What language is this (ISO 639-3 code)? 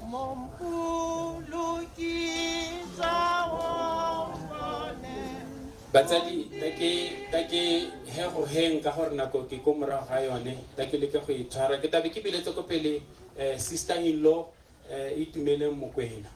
tsn